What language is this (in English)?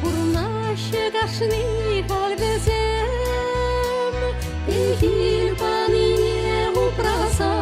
Chuvash